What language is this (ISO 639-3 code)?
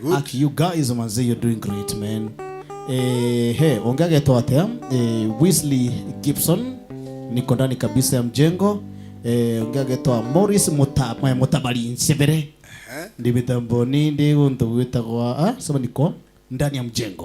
mer